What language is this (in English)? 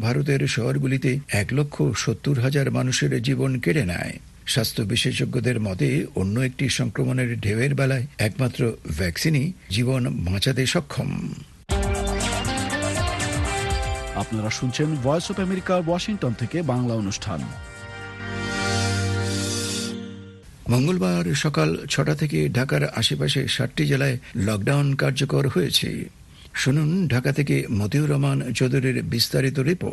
Bangla